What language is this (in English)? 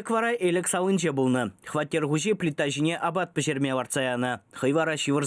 Chuvash